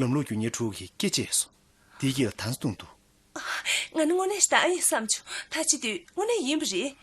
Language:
Tibetan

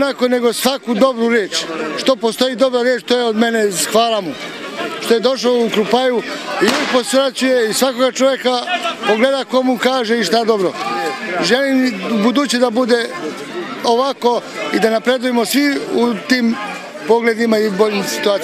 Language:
Serbian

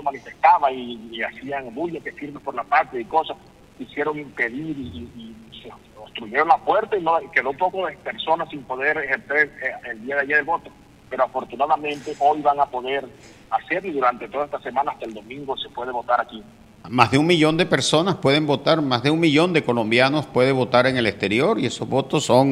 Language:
Spanish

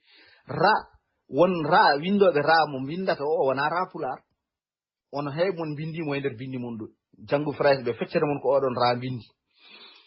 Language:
Fula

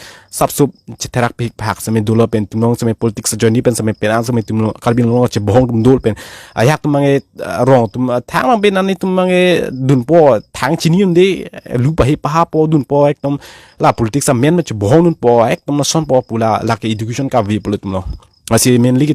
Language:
Karbi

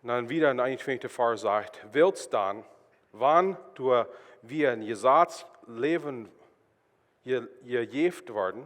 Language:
Plautdietsch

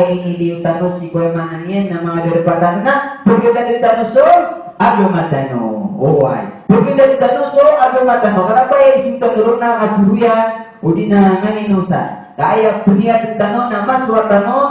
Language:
Maranao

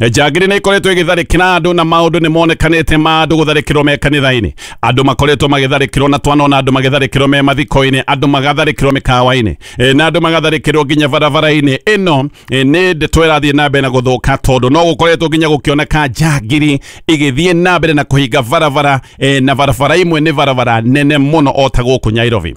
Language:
Kikuyu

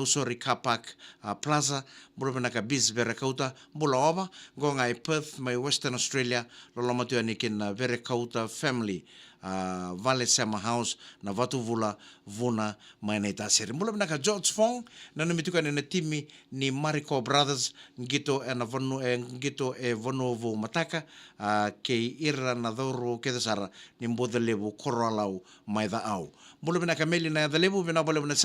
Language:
Fijian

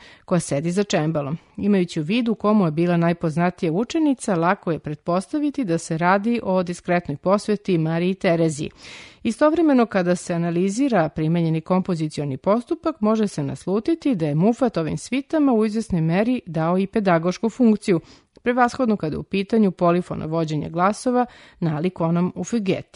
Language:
Serbian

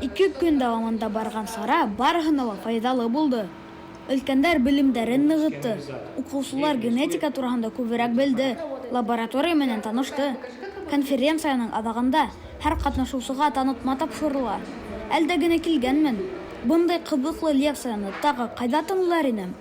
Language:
Bashkir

